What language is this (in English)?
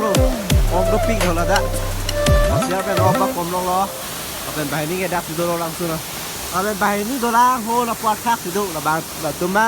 Karbi